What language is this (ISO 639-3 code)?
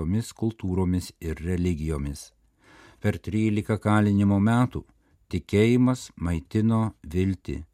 lit